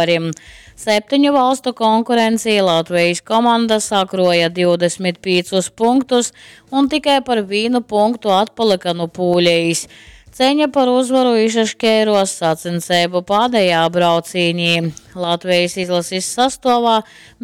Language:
Latgalian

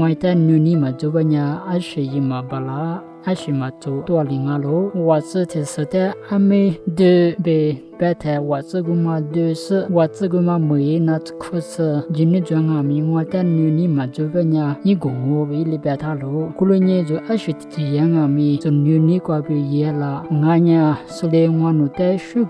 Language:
Lisu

